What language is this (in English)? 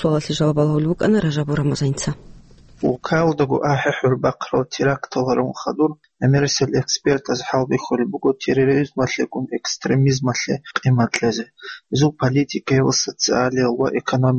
Avaric